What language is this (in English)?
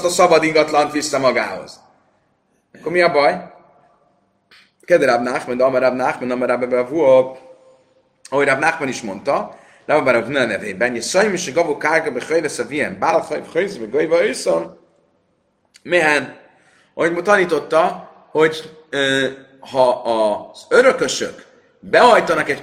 Hungarian